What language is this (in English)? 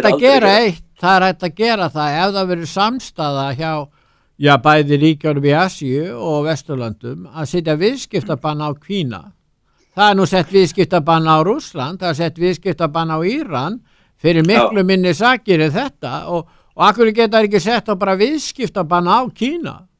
Icelandic